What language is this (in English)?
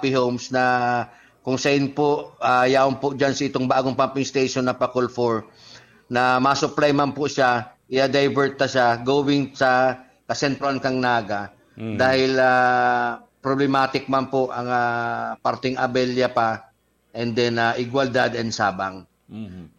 Bikol